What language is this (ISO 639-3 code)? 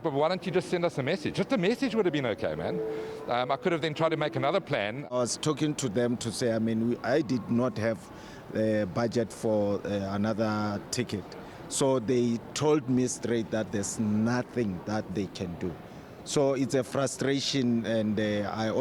tsn